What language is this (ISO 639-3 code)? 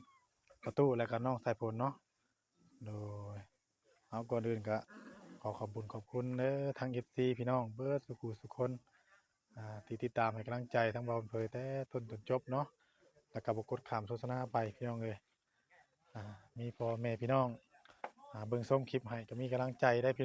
tts